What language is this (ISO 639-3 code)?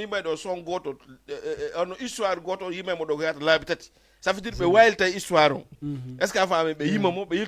ful